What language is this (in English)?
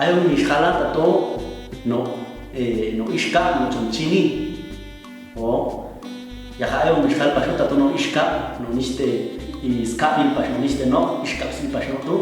Popti'